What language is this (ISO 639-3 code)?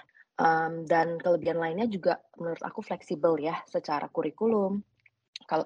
ind